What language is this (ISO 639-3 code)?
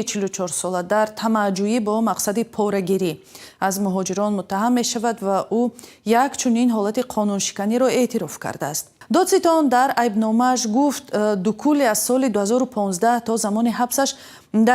tgk